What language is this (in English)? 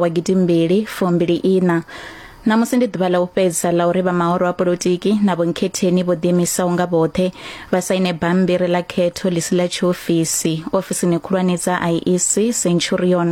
Venda